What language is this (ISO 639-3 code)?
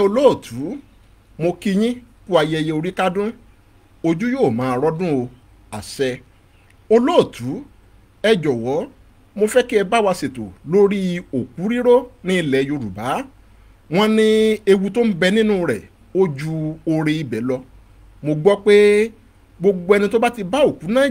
yor